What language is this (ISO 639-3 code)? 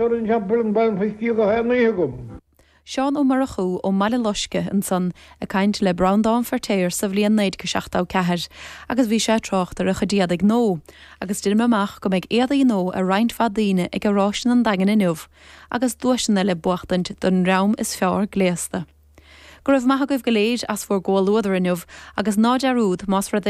gle